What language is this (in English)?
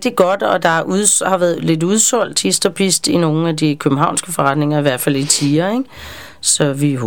Danish